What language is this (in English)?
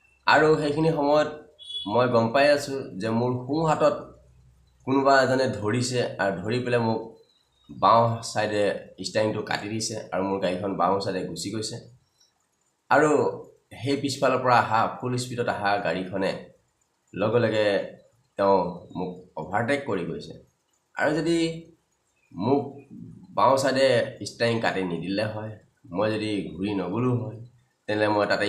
Assamese